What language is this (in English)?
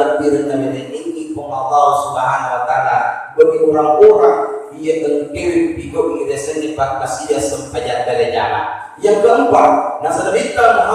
Buginese